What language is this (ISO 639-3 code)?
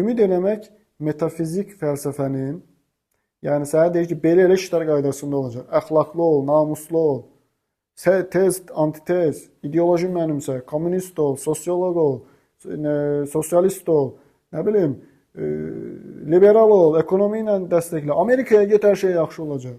aze